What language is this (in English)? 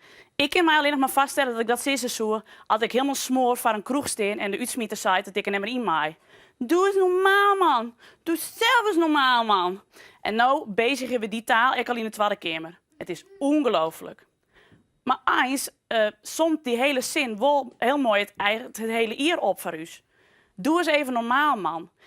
Western Frisian